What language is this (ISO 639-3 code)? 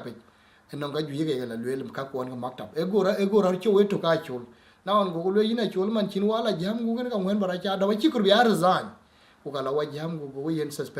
din